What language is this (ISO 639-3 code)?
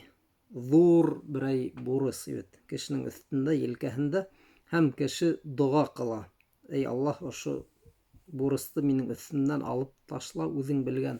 bak